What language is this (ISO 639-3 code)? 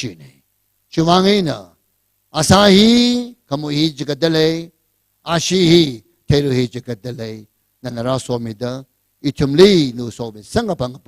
nmf